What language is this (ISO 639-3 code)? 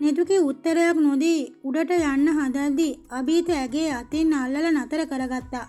sin